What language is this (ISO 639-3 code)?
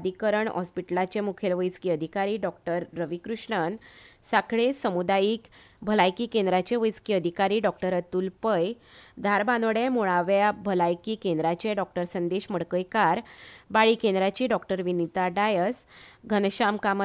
kok